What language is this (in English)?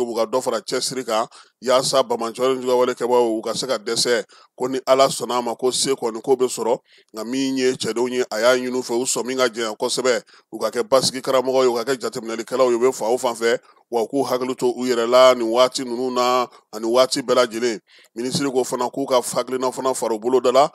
Bambara